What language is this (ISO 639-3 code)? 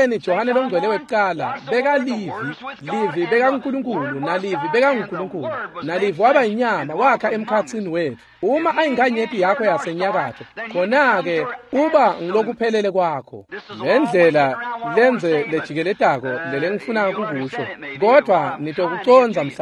ssw